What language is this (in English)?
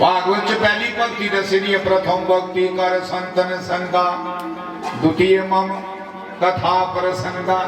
Dogri